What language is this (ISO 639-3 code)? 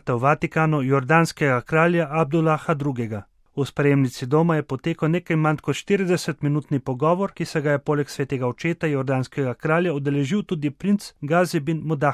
slv